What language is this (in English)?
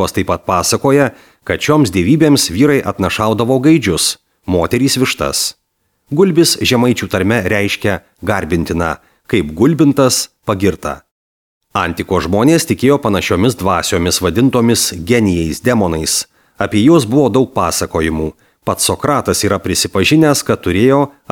Lithuanian